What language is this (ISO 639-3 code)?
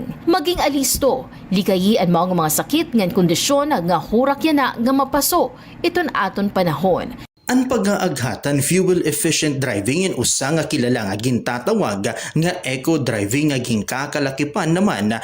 war